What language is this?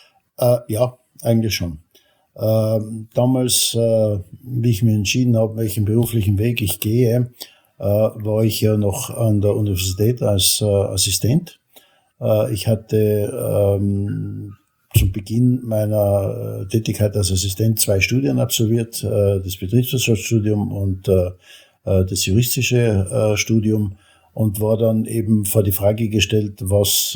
German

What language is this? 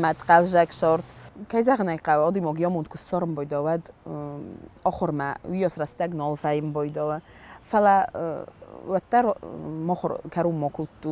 Ossetic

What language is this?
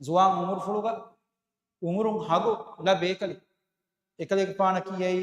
Divehi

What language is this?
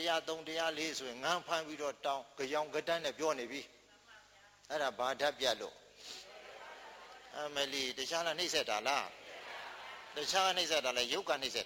Burmese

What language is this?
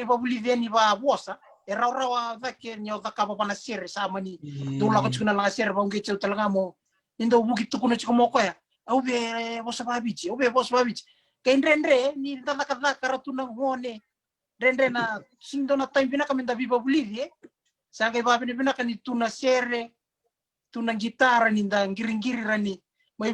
Fijian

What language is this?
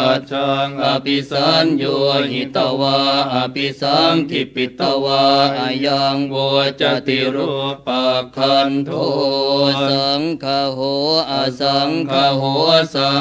Pali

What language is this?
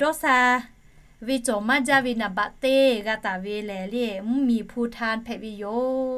Lahu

